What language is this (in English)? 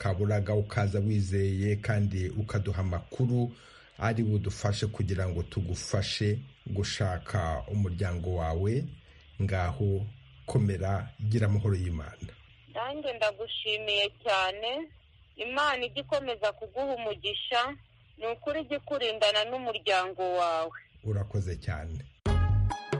Kinyarwanda